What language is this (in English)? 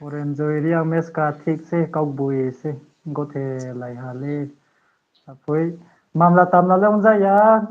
Riang (India)